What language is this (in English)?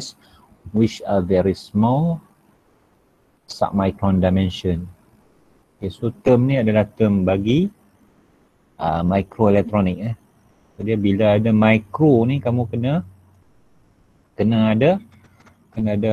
Malay